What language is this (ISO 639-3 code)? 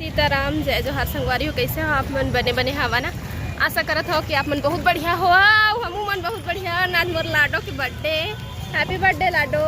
hne